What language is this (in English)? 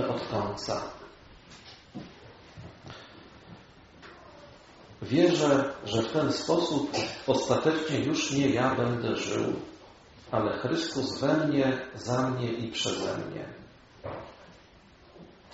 Polish